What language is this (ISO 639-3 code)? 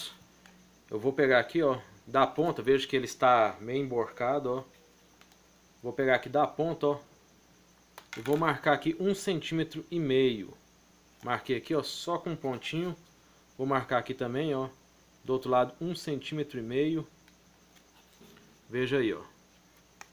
por